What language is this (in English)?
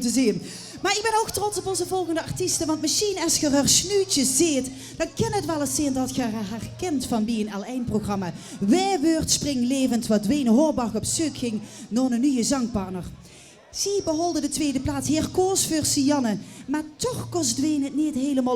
Limburgish